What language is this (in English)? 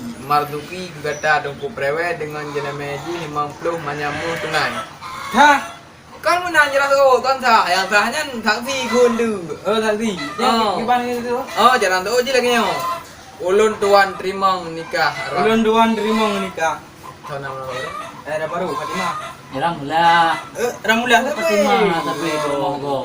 Achinese